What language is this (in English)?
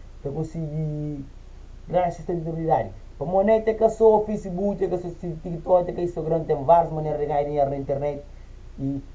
Kabuverdianu